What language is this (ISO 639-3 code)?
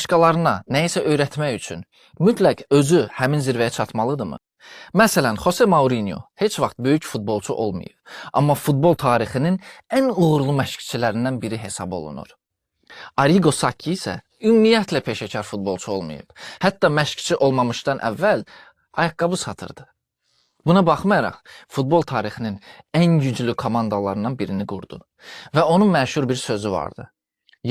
aze